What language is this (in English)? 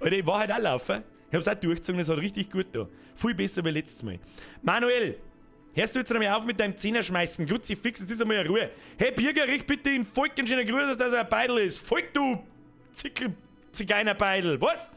Bavarian